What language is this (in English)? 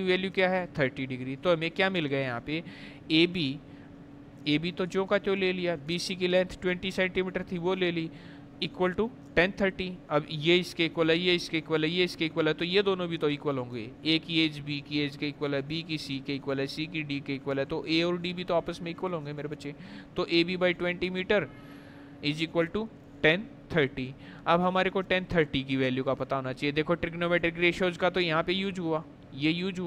Hindi